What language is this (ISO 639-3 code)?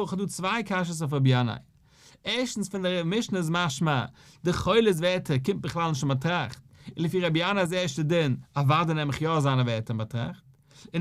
yid